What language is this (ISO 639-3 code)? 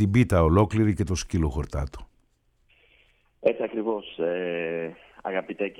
ell